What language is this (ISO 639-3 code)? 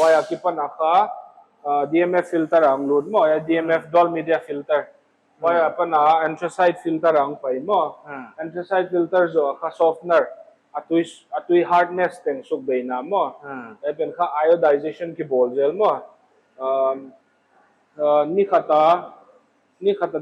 pck